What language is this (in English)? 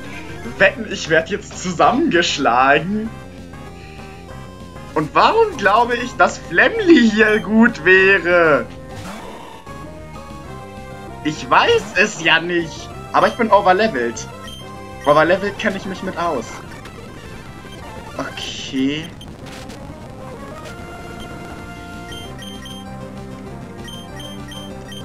German